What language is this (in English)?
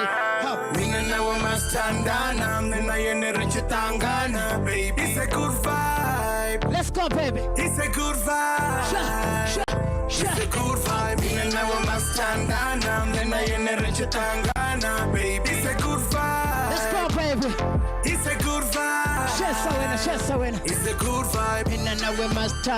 Venda